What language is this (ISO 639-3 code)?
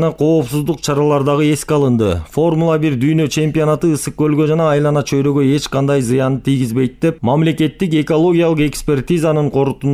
kir